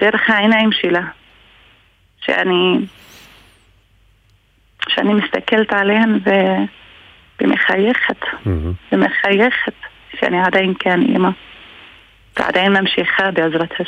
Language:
Hebrew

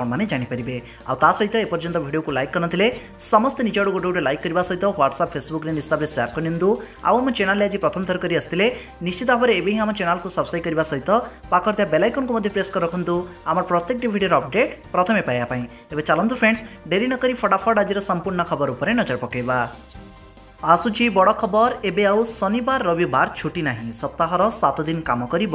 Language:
Odia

